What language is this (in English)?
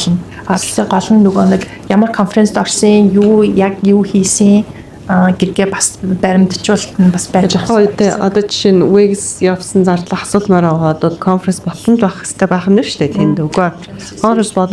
Mongolian